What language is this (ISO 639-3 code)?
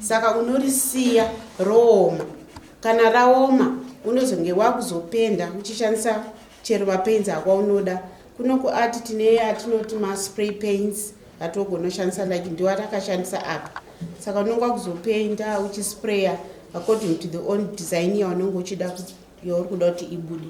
sna